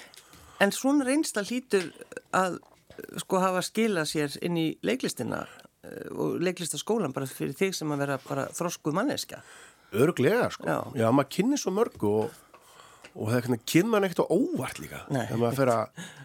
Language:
Icelandic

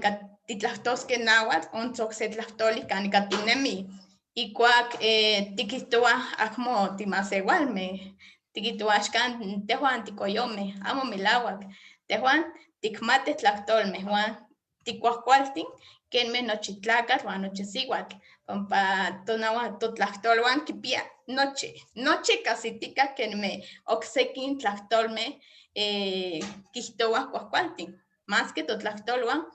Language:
Eastern Huasteca Nahuatl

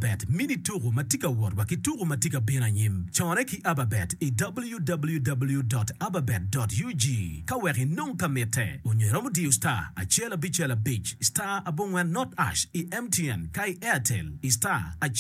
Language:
Acoli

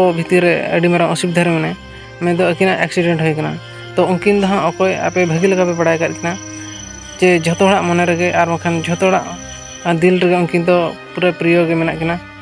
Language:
Santali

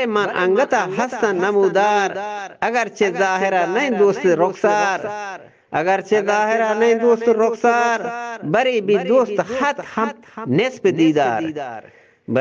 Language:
Eastern Balochi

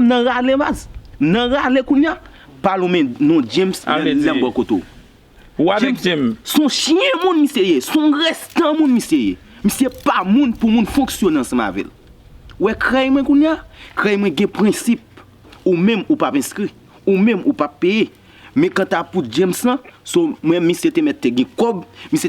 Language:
Haitian Creole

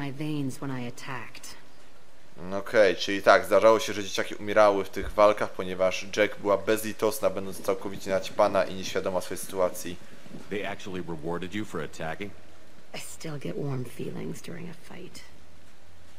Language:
Polish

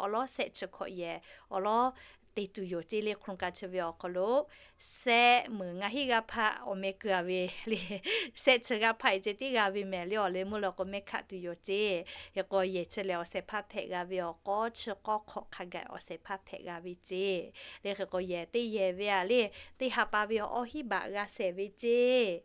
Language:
Lahu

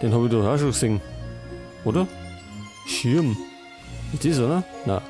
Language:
Bavarian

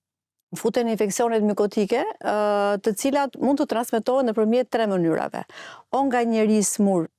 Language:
Albanian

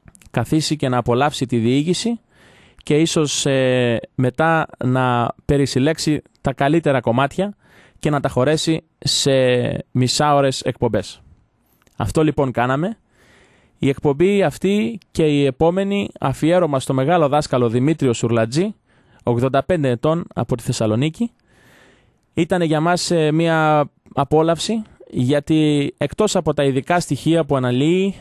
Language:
Greek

